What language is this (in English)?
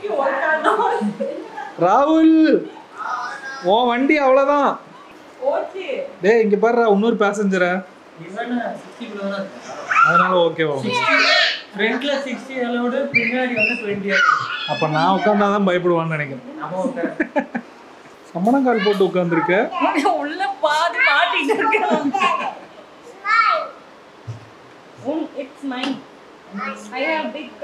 Tamil